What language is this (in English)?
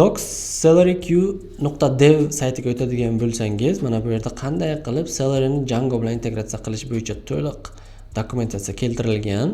Uzbek